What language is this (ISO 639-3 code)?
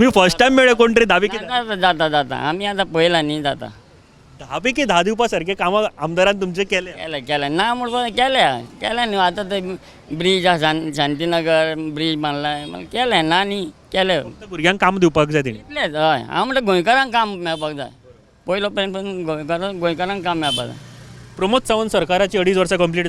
kok